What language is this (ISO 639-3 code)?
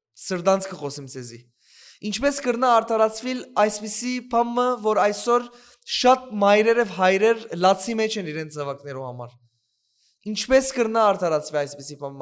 hyw